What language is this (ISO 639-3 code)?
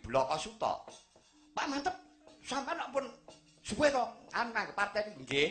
jav